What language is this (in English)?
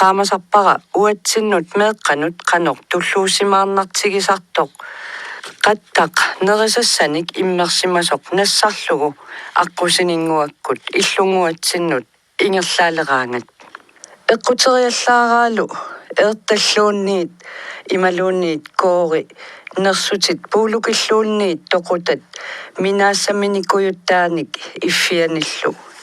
Kalaallisut